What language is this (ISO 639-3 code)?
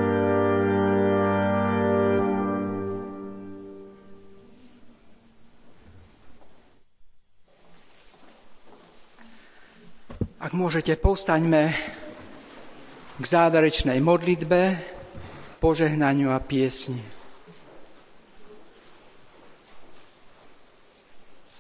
slk